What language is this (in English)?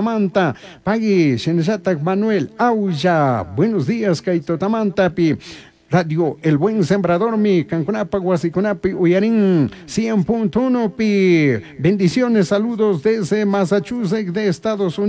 Chimborazo Highland Quichua